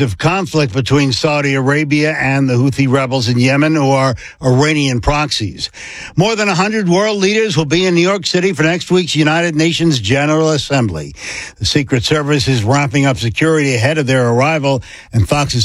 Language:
English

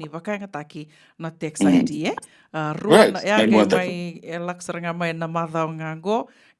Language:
Fijian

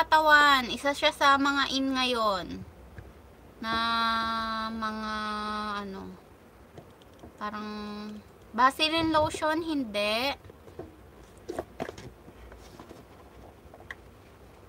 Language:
Filipino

